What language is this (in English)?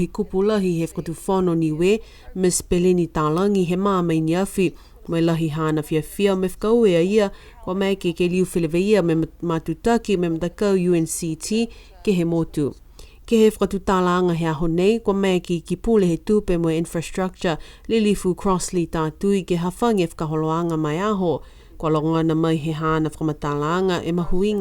Niuean